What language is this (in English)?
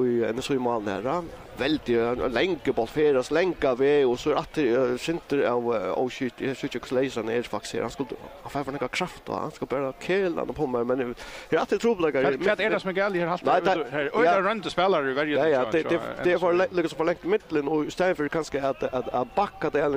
Faroese